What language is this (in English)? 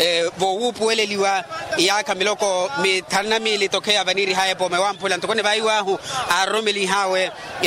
Makhuwa